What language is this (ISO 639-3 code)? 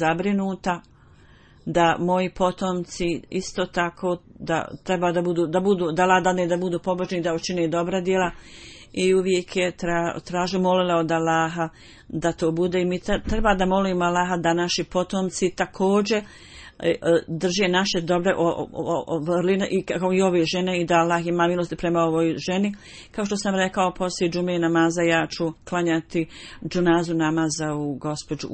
bos